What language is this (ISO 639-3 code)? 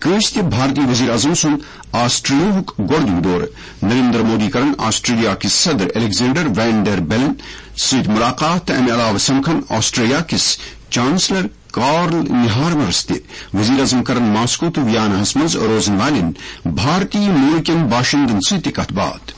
kas